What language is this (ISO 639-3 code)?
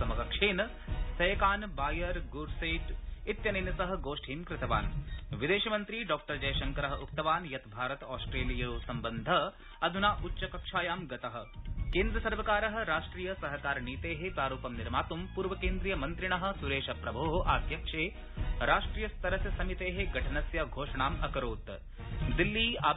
san